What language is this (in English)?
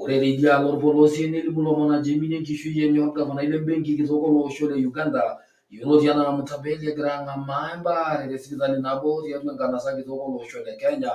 Masai